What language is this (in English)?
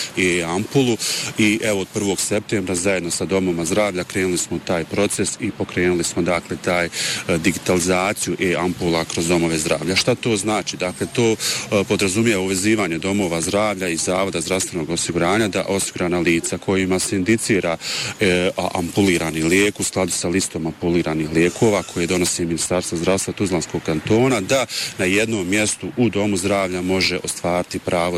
Bosnian